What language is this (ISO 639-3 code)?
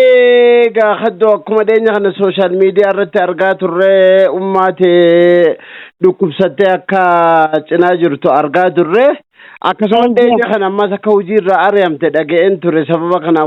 orm